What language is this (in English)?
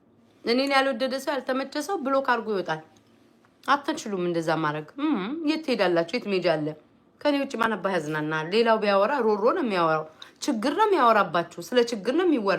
Amharic